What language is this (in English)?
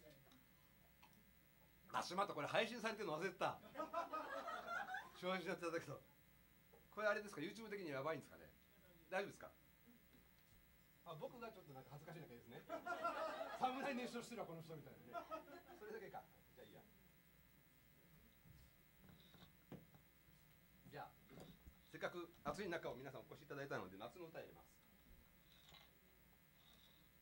Japanese